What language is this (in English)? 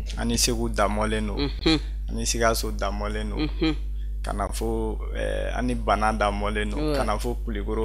Bambara